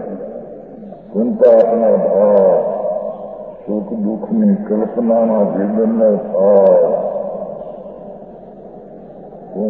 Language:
Gujarati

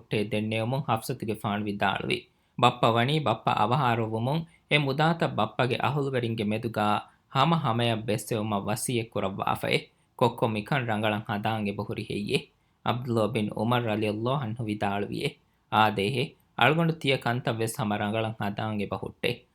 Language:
Divehi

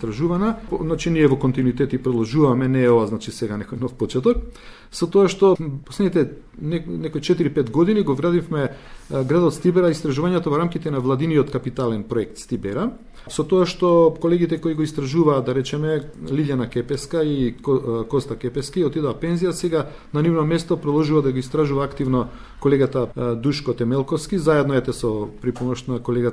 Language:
Macedonian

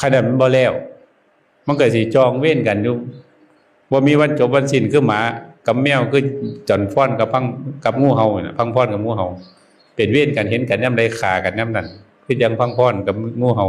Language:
Northeastern Thai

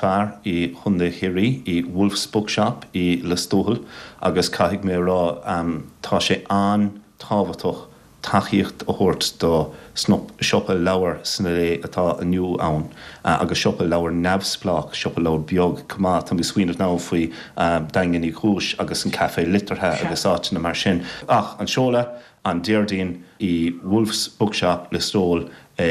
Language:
Irish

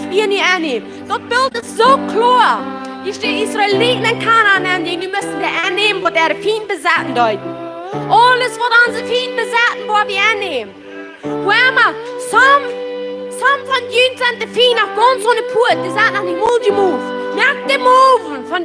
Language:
Plautdietsch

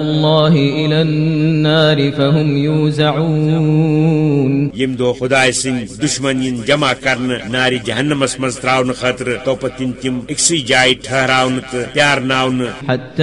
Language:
Kashmiri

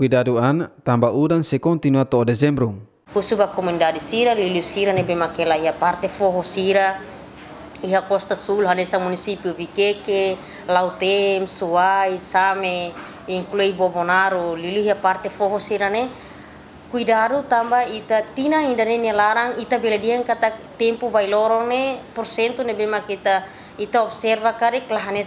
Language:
Tetum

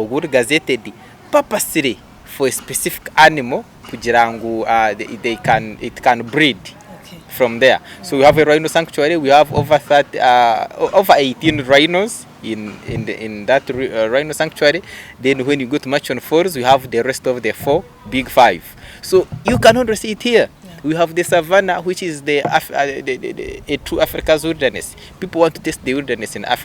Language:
Nyankole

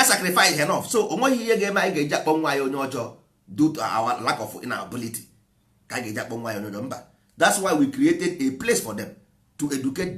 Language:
Igbo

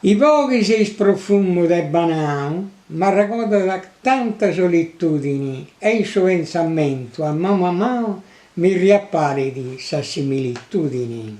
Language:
Sardinian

